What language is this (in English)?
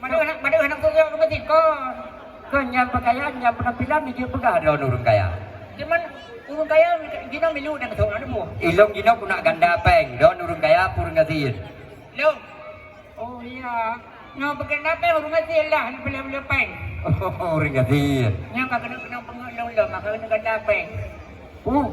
Achinese